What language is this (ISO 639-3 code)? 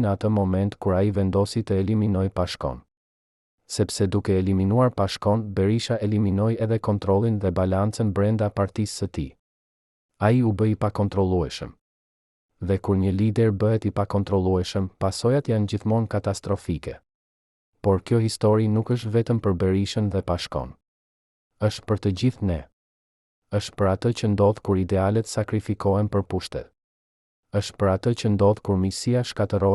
sqi